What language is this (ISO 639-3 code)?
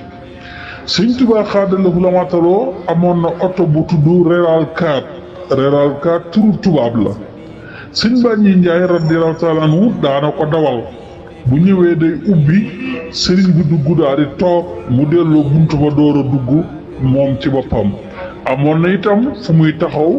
wol